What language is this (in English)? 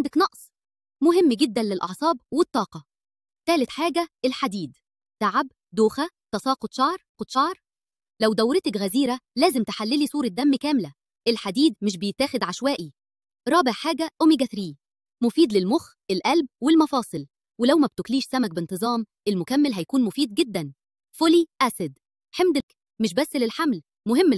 Egyptian Arabic